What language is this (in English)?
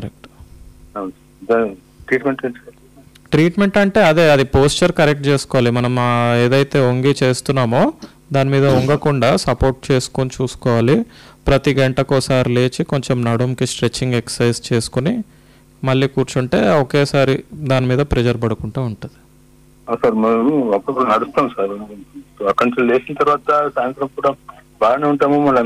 Telugu